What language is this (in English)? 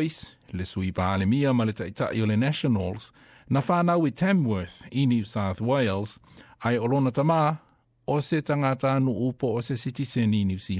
Samoan